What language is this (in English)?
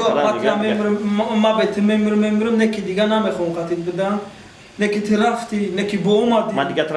Tajik